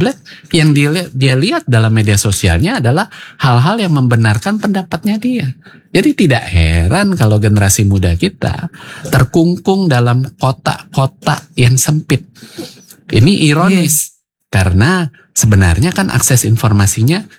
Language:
Indonesian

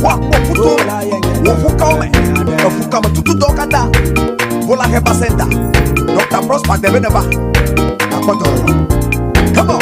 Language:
Ewe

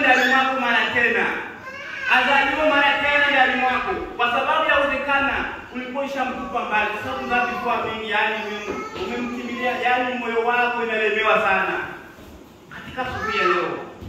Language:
Swahili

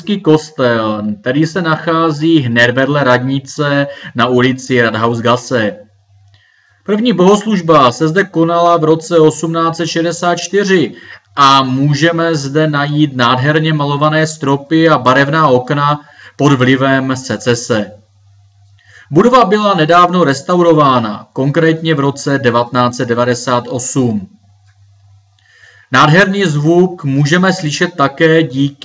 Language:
Czech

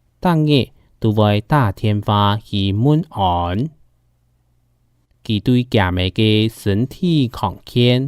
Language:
Hakka Chinese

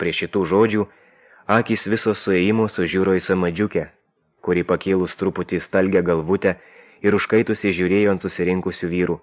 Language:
Lithuanian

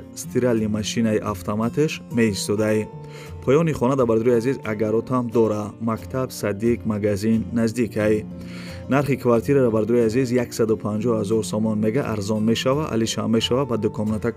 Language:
Tajik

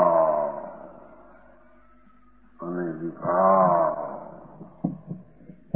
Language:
Gujarati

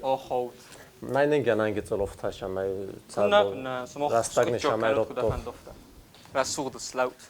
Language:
Ossetic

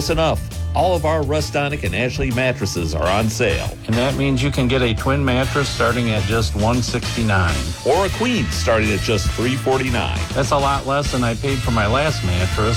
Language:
English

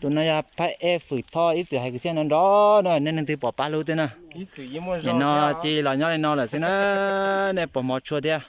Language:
Hmong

